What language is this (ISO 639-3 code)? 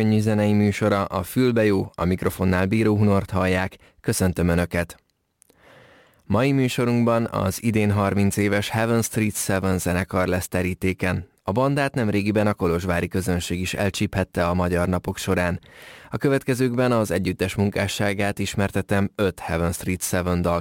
hun